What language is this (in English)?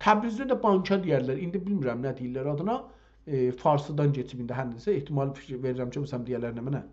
South Azerbaijani